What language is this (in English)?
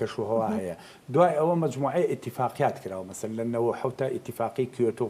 Central Kurdish